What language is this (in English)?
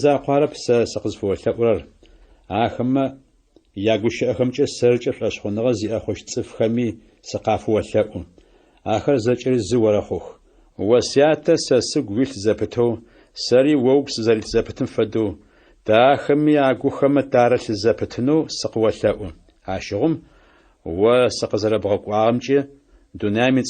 Adyghe